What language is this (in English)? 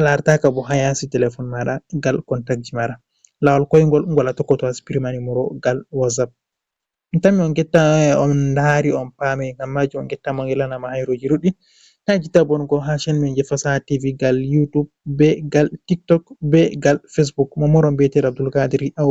Fula